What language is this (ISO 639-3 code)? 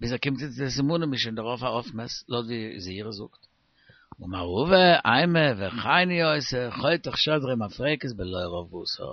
yid